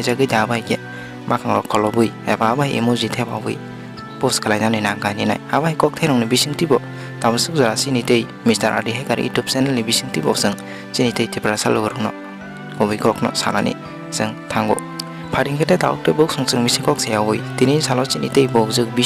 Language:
Kok Borok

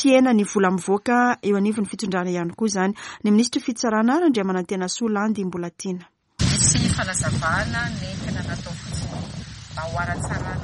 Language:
Malagasy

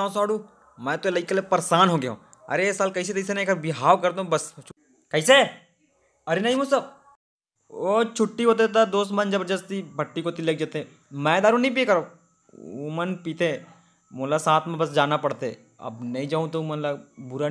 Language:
Chhattisgarhi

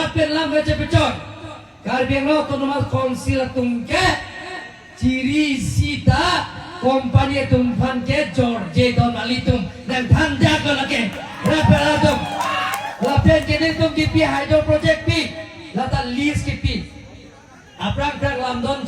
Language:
Karbi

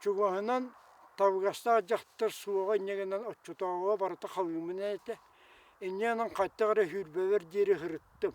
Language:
Yakut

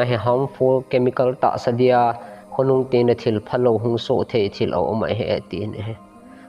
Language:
Thado Chin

